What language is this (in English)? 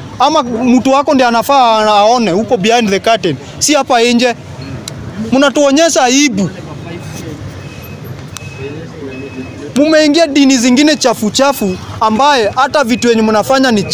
Swahili